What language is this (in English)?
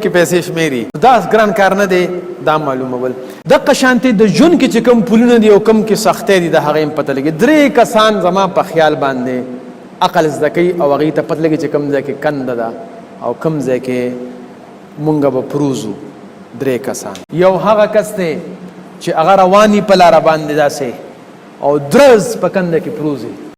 Pashto